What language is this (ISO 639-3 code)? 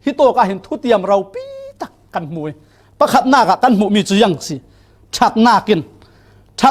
cfm